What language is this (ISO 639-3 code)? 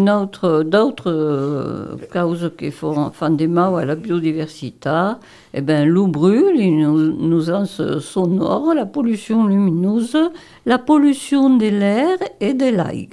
fra